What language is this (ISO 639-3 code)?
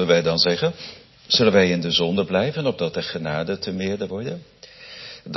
nld